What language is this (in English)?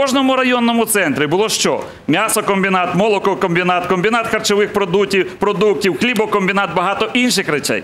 Ukrainian